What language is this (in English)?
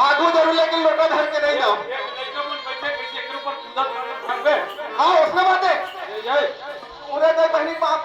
Chhattisgarhi